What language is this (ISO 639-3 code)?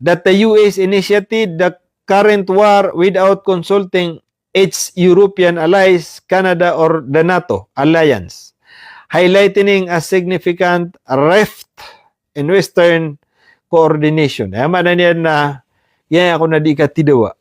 mrw